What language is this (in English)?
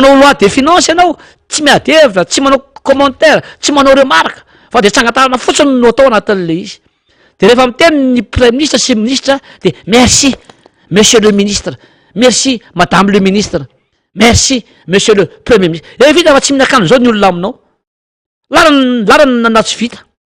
Malagasy